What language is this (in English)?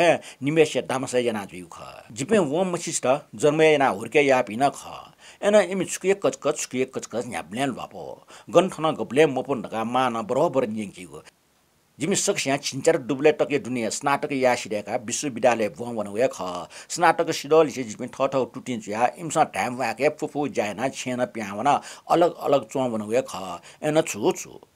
Newari